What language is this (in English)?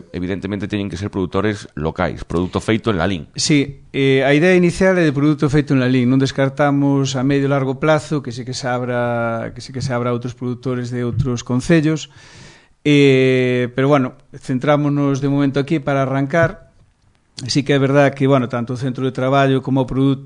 Galician